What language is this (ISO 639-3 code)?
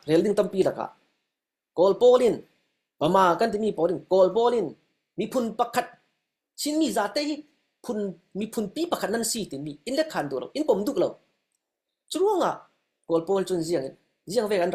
cfm